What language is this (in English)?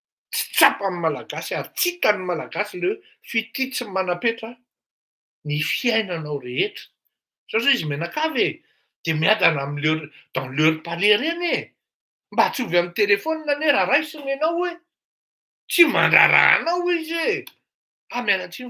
Malagasy